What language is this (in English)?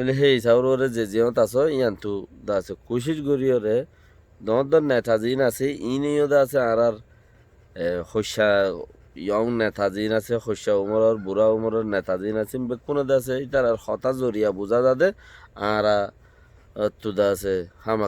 Rohingya